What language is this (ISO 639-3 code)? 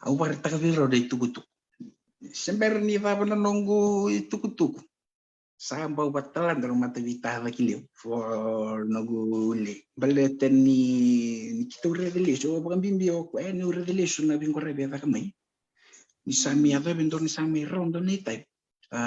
fij